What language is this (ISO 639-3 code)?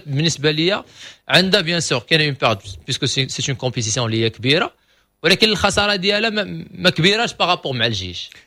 ary